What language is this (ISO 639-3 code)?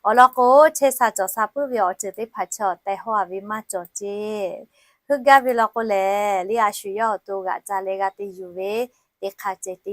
lhu